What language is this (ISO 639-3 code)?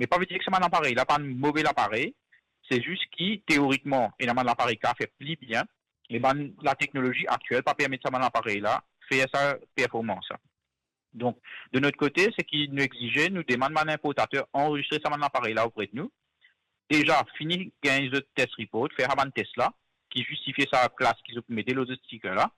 mfe